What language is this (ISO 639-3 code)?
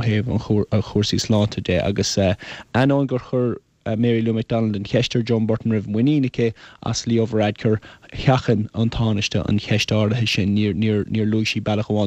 gle